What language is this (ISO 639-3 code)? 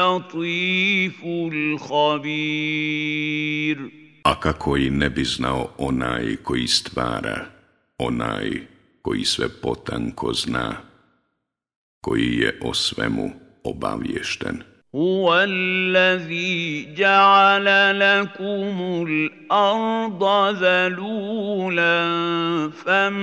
bos